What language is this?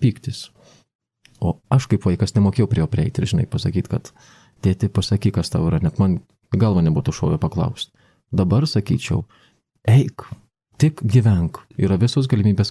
Lithuanian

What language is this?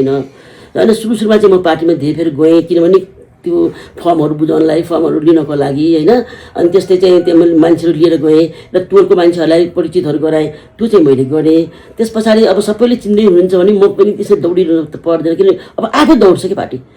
Nepali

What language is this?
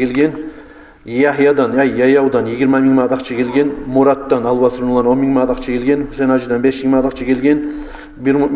Kumyk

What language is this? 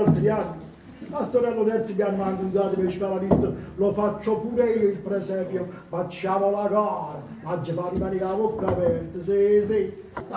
Neapolitan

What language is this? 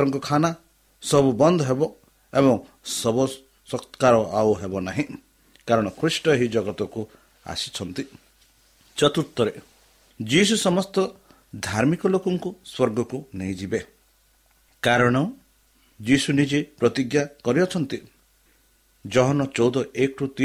Odia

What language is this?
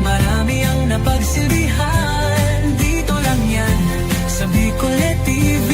Bikol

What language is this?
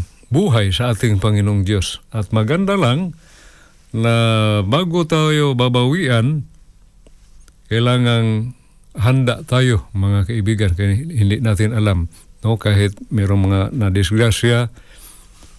Filipino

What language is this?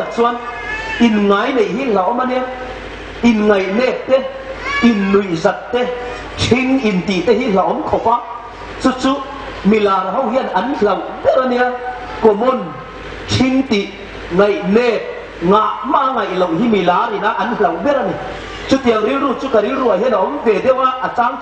Hmar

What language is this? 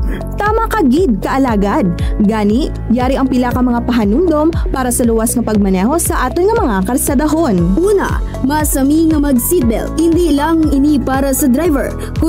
Hiligaynon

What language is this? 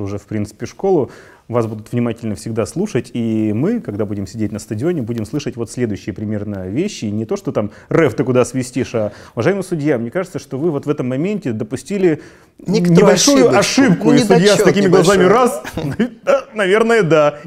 Russian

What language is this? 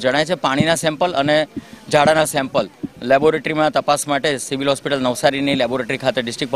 Gujarati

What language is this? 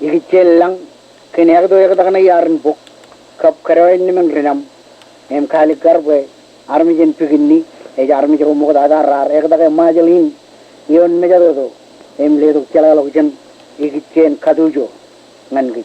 Marshallese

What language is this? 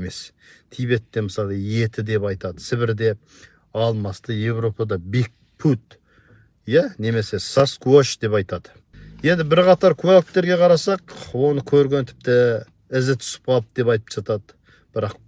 Kazakh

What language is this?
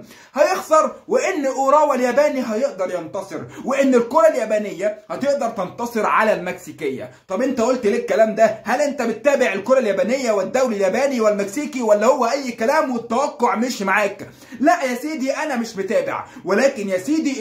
Egyptian Arabic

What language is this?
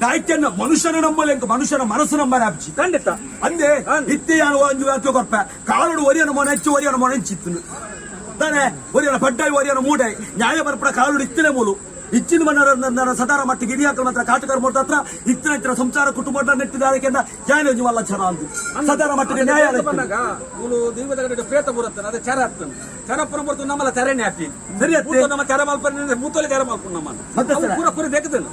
Tulu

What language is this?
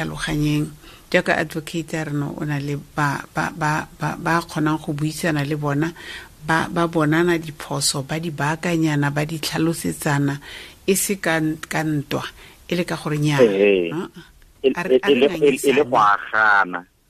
Tswana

